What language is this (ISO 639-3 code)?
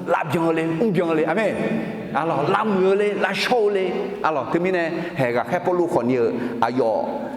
ahk